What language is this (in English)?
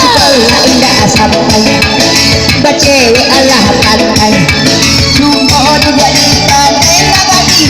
Minangkabau